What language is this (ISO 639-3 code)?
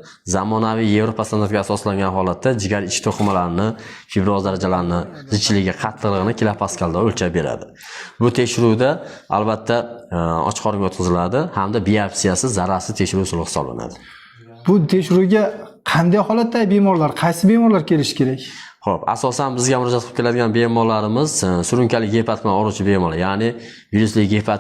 uzb